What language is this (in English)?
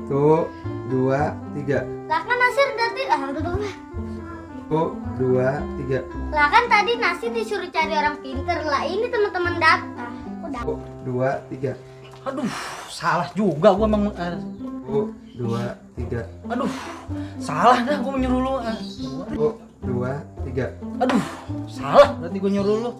Betawi